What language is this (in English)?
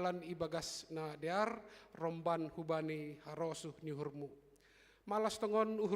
Batak Simalungun